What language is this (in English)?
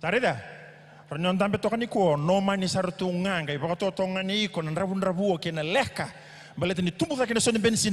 Fijian